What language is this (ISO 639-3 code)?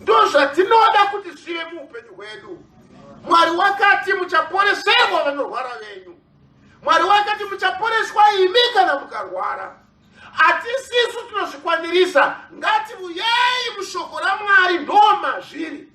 sna